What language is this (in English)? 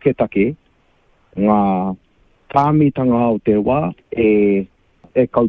Māori